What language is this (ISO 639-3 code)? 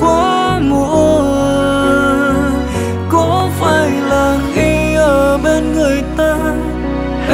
vie